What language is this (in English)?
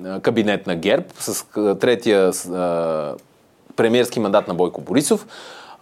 Bulgarian